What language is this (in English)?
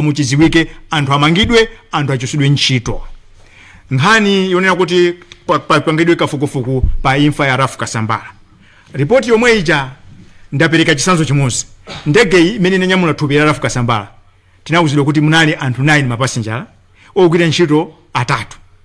Nyanja